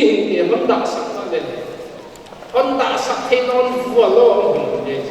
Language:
Paite Chin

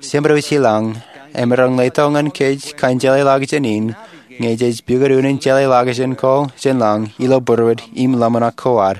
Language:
Marshallese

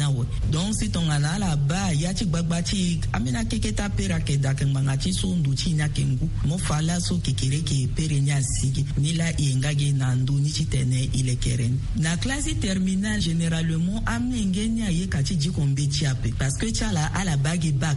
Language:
Sango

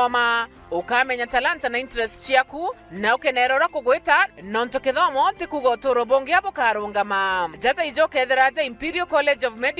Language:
Meru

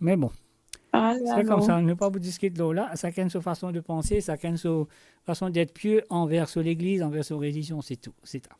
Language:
Morisyen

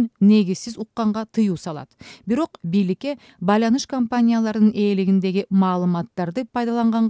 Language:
Kyrgyz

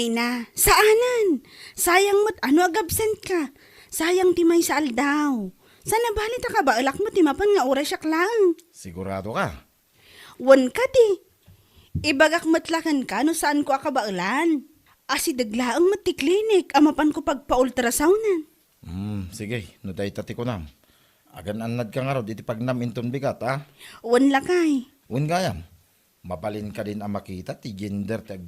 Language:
Iloko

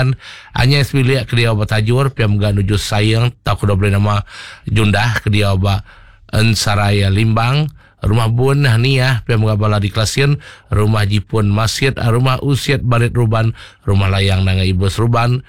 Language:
Iban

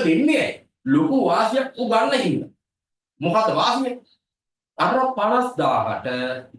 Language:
Sinhala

